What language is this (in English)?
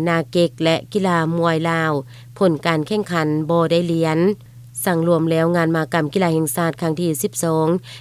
Lao